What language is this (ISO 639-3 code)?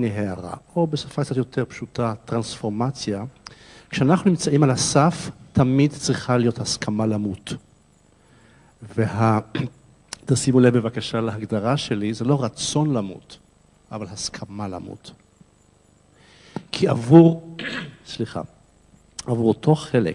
heb